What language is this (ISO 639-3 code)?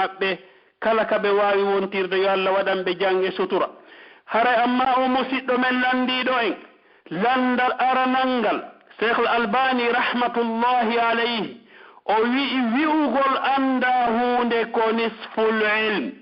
fuf